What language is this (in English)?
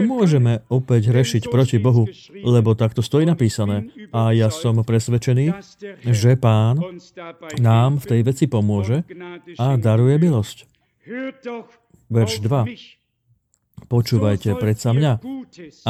Slovak